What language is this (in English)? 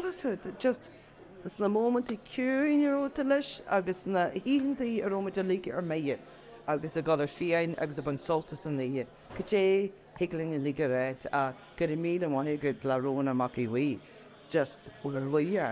Irish